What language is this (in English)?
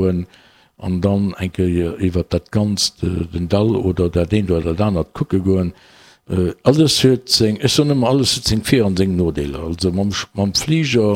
Luxembourgish